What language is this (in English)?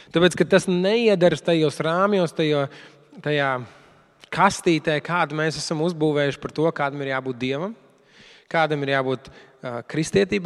Latvian